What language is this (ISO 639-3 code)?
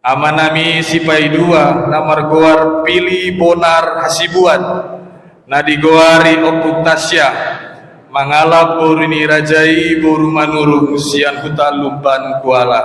bbc